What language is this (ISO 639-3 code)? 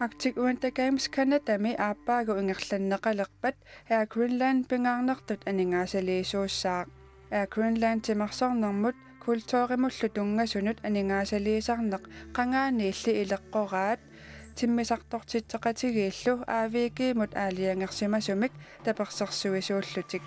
kal